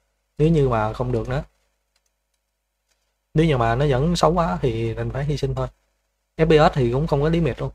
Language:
Vietnamese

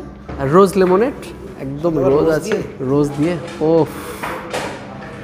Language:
Bangla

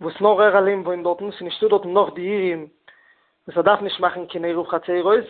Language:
Yiddish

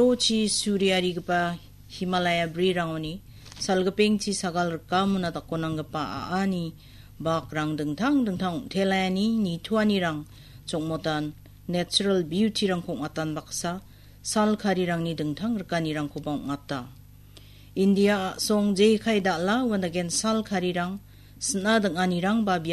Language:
Garo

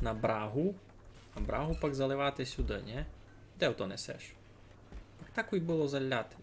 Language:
Rusyn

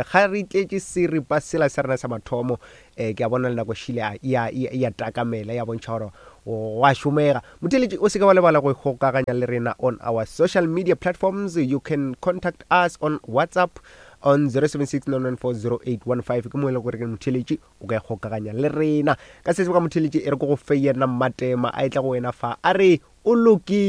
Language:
Northern Sotho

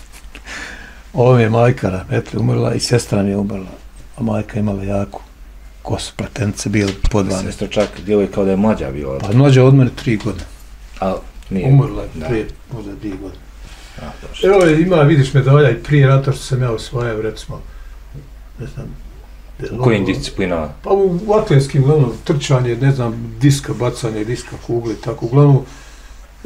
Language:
Bosnian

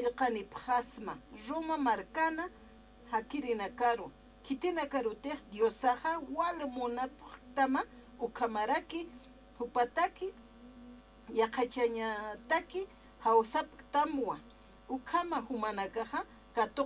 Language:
Aymara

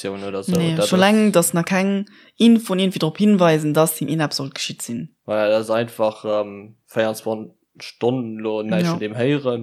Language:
Luxembourgish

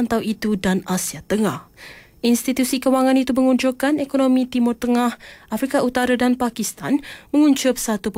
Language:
Malay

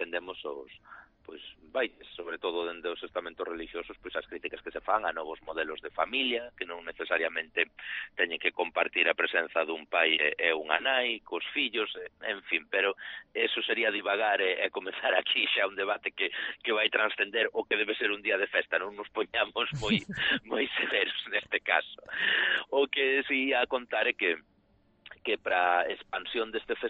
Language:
Galician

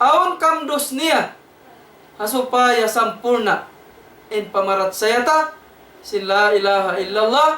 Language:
Tausug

